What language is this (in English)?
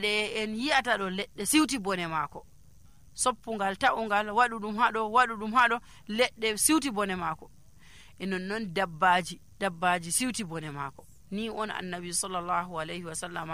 Nigerian Fulfulde